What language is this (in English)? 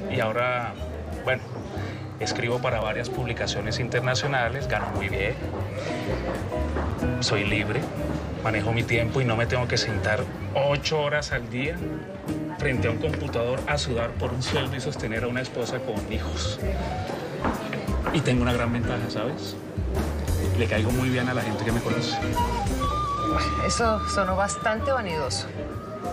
Spanish